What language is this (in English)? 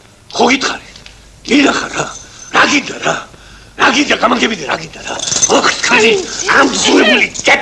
Georgian